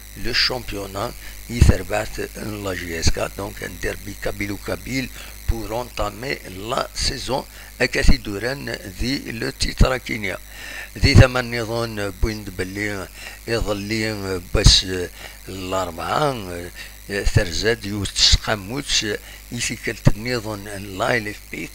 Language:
Kabyle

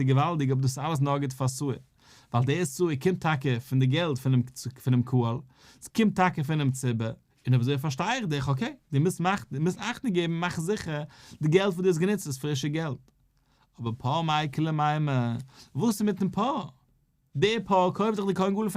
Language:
Yiddish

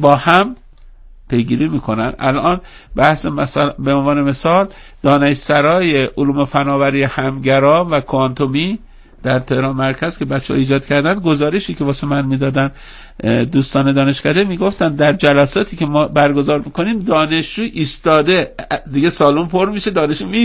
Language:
Persian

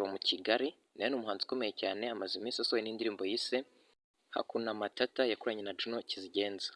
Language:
Kinyarwanda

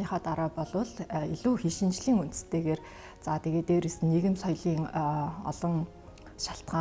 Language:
Mongolian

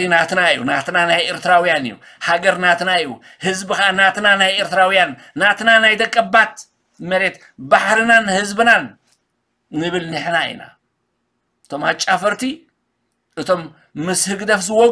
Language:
Tigrinya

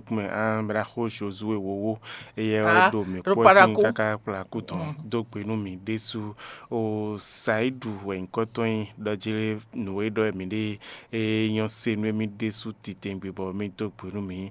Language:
Fon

